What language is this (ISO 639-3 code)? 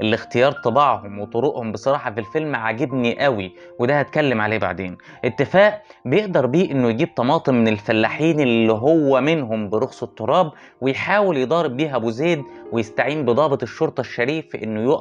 arz